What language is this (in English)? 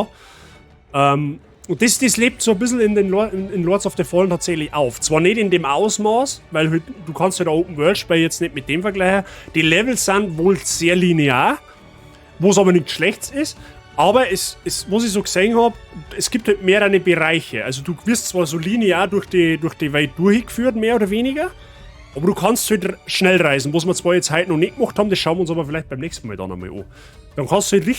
Bavarian